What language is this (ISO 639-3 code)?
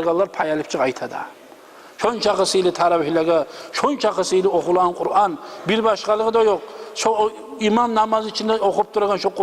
kum